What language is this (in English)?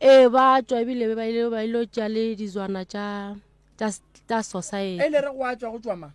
Northern Sotho